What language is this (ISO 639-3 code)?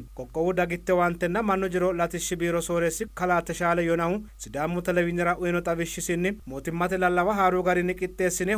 sid